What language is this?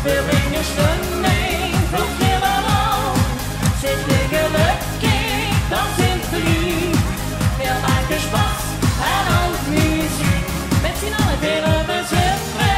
Limburgish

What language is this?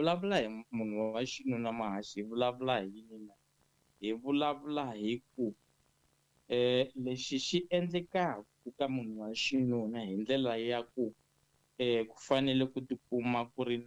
Tsonga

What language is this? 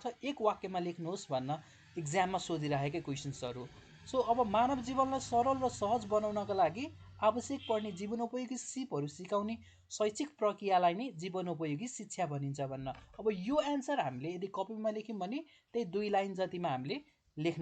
Nepali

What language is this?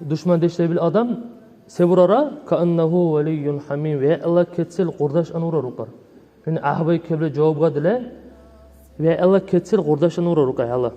Dargwa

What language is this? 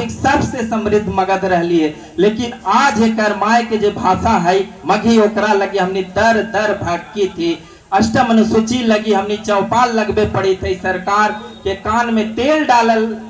Magahi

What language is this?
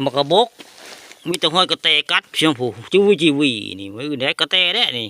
Northeastern Thai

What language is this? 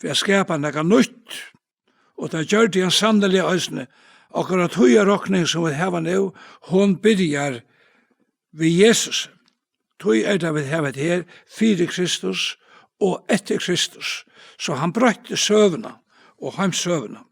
Faroese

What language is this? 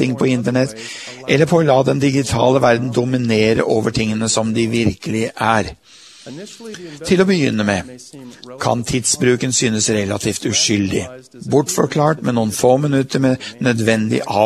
Norwegian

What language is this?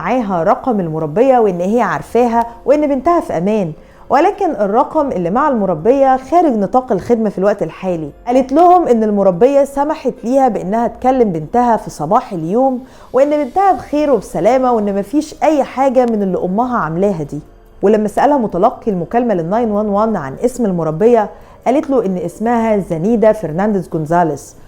Egyptian Arabic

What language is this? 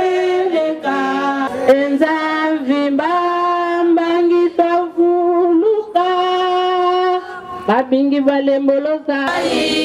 Lingala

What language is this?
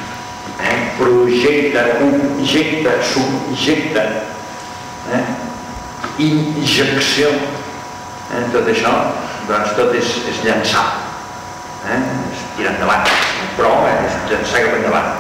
Catalan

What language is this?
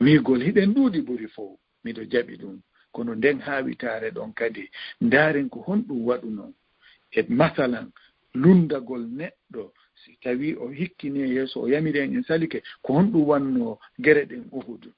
Fula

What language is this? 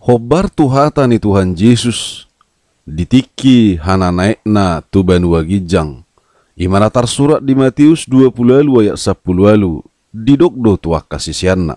Batak Toba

